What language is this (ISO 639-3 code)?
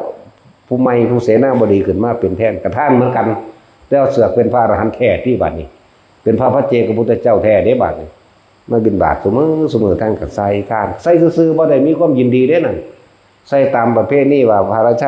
tts